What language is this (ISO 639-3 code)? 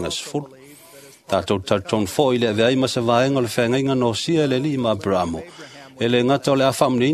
smo